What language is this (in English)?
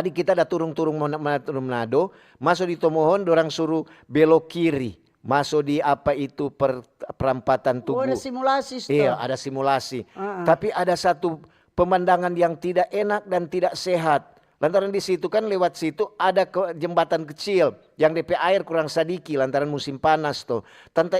Manado Malay